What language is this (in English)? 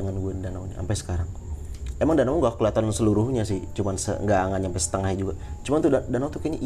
Indonesian